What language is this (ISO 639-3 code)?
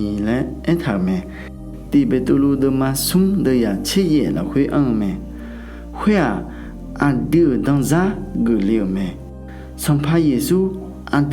ahk